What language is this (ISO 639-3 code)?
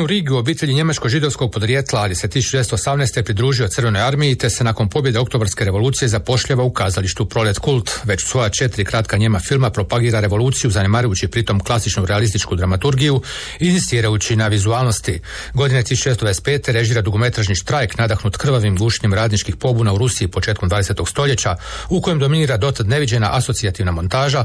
hrv